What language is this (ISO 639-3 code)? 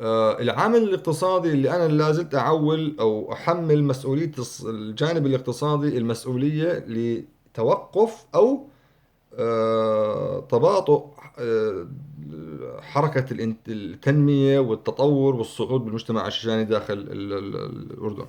apc